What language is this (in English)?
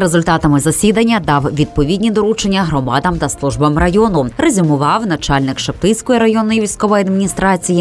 Ukrainian